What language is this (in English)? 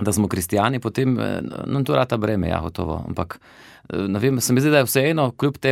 Slovenian